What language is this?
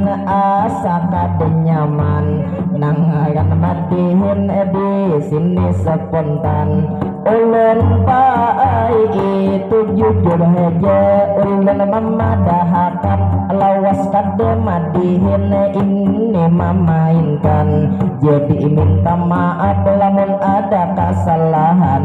Banjar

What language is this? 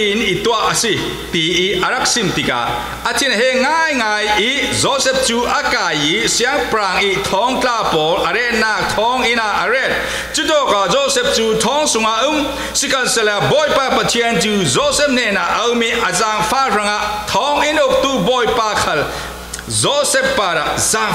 Falam Chin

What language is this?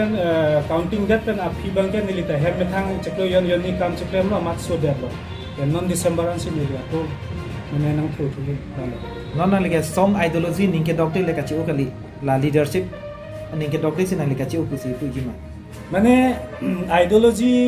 Karbi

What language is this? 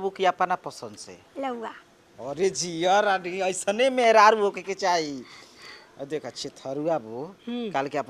Bhojpuri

